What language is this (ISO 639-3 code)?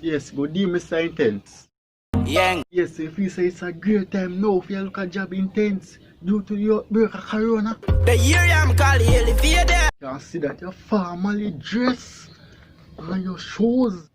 jam